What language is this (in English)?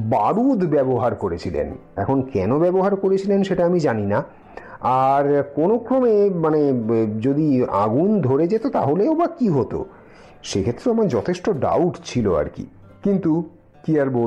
Bangla